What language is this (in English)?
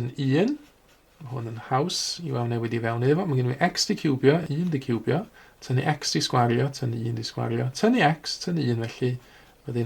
Welsh